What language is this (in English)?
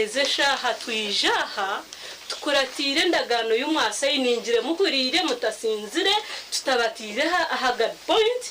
Nyankole